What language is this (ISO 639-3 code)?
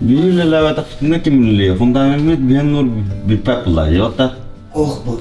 sah